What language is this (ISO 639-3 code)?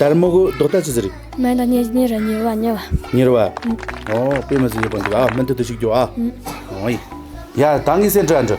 bod